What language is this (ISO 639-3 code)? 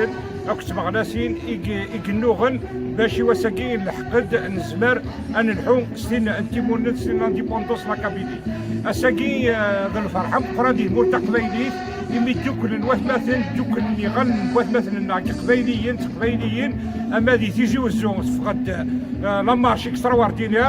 kab